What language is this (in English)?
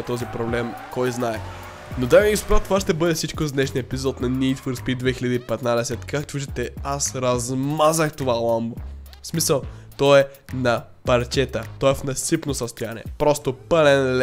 Bulgarian